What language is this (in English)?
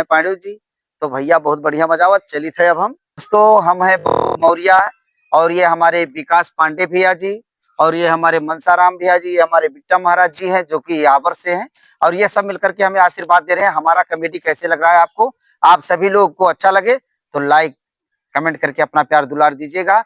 Awadhi